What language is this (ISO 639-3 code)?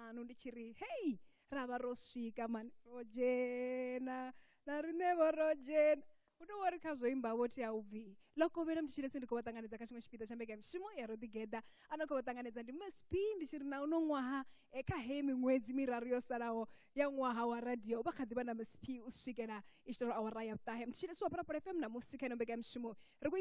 ven